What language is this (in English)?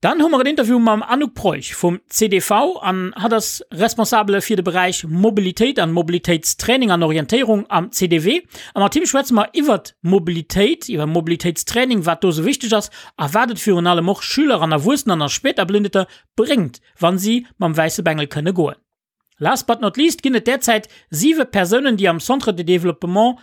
Luxembourgish